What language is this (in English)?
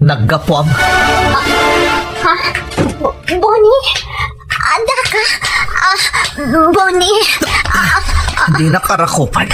Iloko